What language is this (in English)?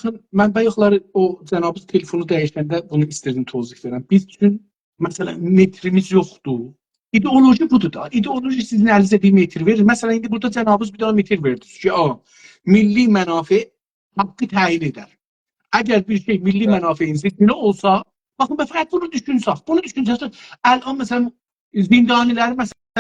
South Azerbaijani